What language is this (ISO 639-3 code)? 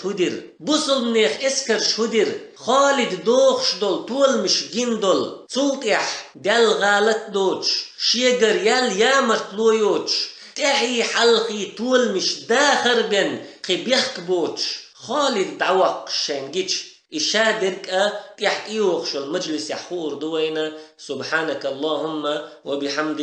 che